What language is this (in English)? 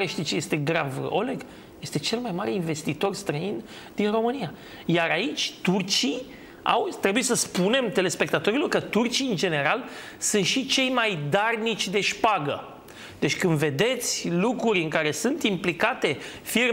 Romanian